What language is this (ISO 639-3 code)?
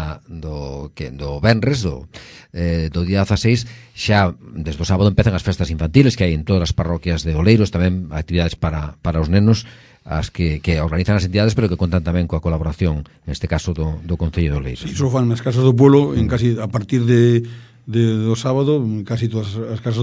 glg